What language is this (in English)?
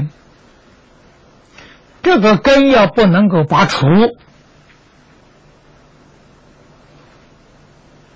Chinese